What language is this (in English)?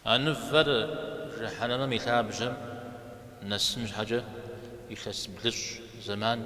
Kabardian